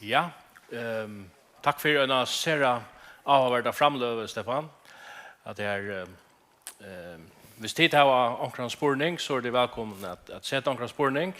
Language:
Faroese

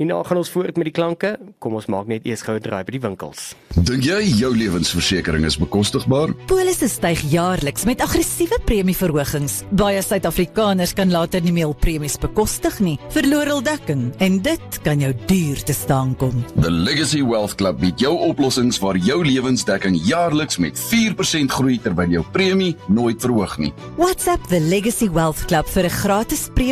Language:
Afrikaans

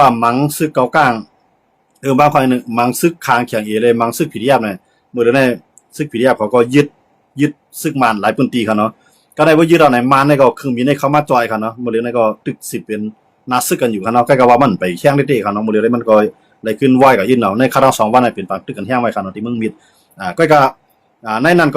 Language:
Shan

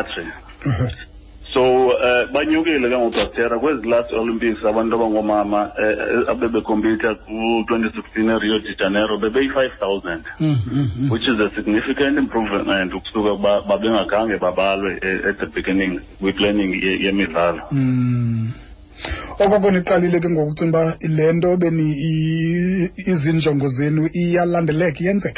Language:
Xhosa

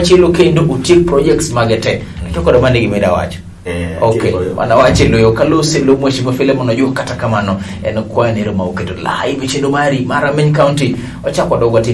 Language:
Luo (Kenya and Tanzania)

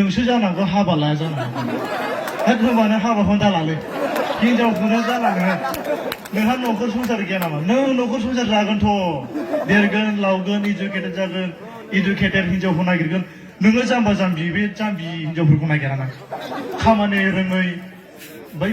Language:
Bodo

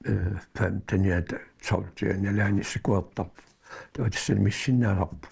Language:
Kalaallisut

